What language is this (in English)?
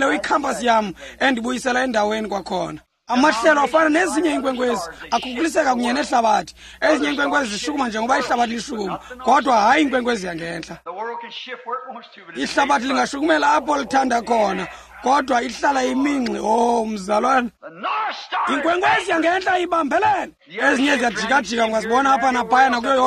Xhosa